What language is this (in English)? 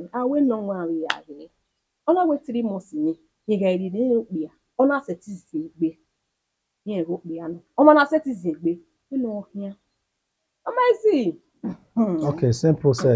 Bini